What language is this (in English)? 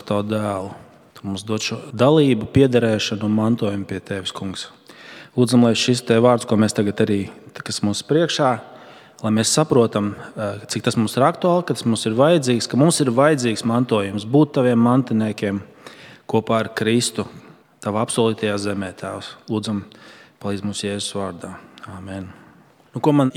Latvian